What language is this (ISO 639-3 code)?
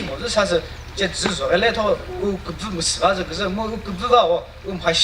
nri